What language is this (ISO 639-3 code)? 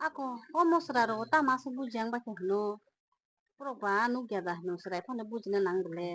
trp